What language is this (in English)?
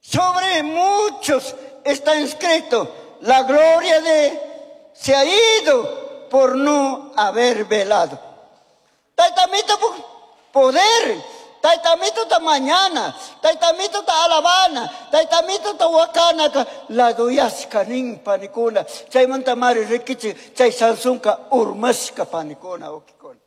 Chimborazo Highland Quichua